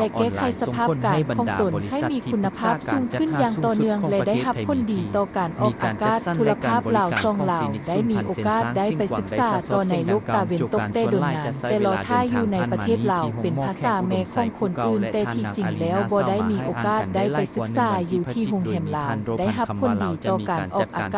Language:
Lao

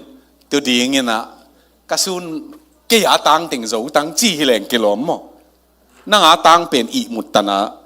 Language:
Tedim Chin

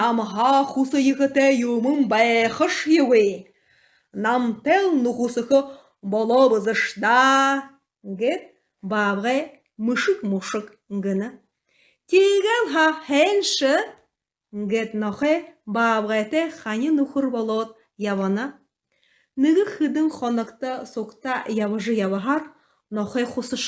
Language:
Buriat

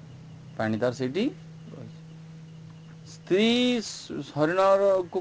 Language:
Odia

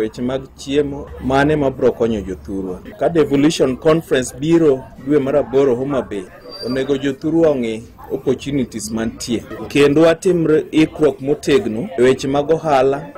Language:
Luo (Kenya and Tanzania)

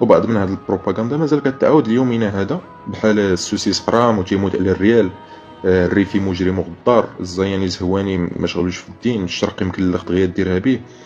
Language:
Moroccan Arabic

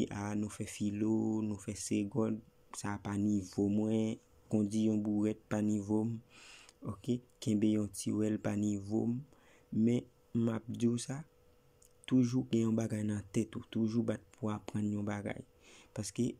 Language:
Haitian Creole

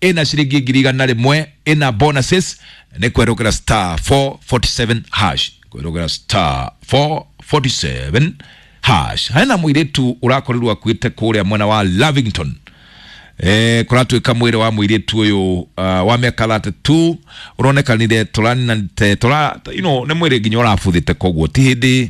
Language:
Kikuyu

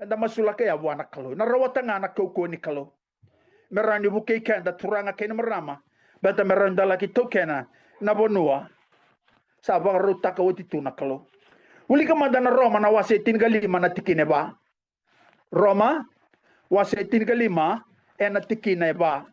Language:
Fijian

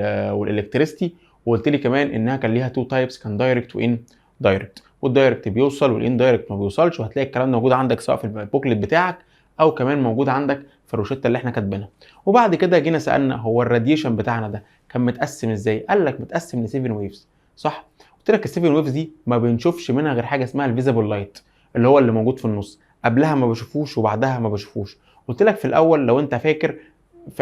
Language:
Egyptian Arabic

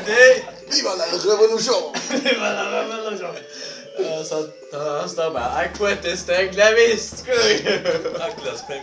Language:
Faroese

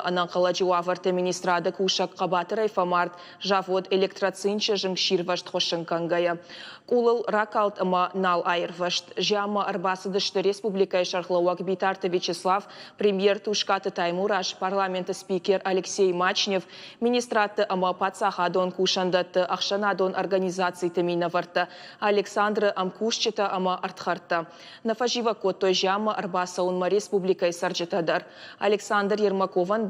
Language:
Ossetic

